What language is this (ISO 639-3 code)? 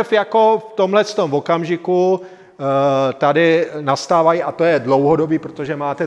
ces